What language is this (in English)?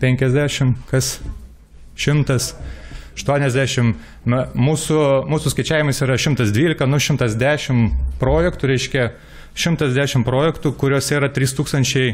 Lithuanian